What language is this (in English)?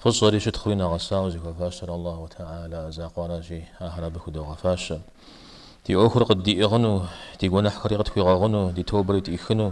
Kabardian